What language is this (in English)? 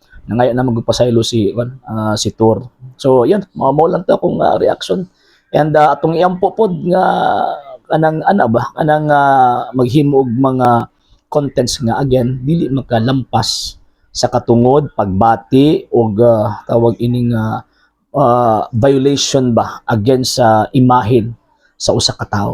Cebuano